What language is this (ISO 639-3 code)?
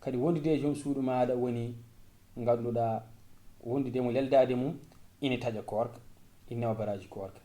ful